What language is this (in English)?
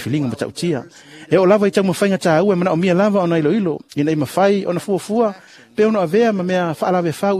Samoan